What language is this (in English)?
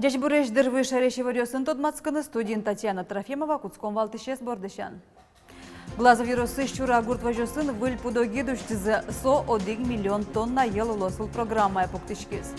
Udmurt